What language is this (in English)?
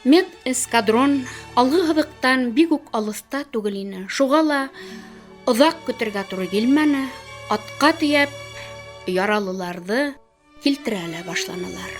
Bashkir